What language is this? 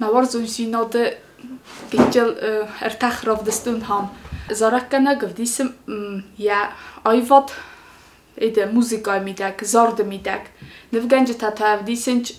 Ossetic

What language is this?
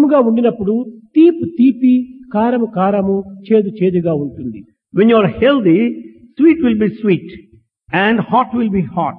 Telugu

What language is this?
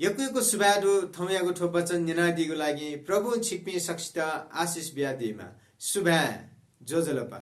Newari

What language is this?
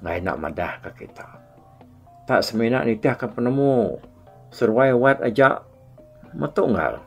Iban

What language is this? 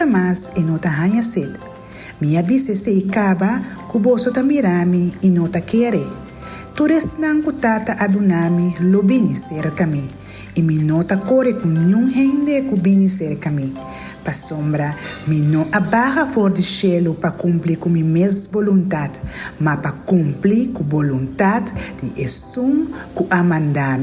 Papiamento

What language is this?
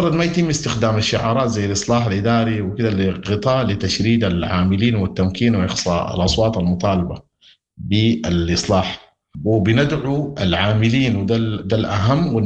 Sudanese Arabic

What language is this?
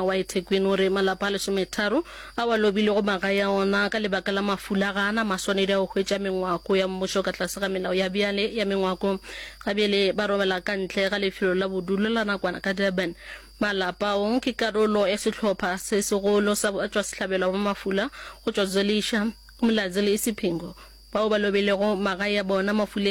Northern Sotho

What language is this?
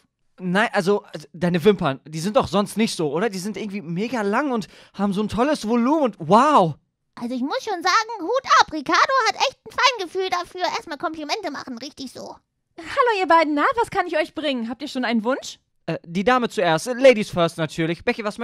German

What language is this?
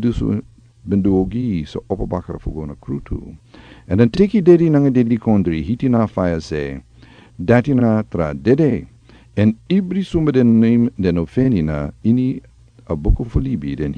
Sranan Tongo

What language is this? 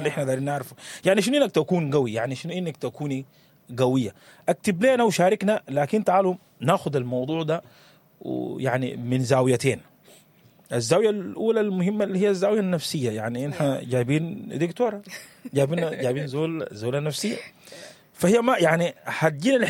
Sudanese Arabic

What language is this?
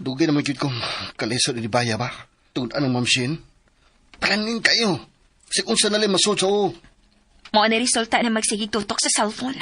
Cebuano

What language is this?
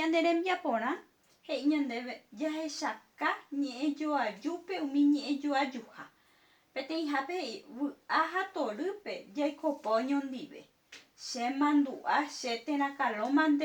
Guarani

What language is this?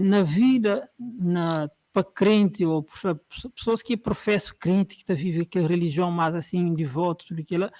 Kabuverdianu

